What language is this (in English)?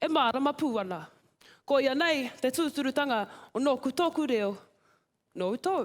Māori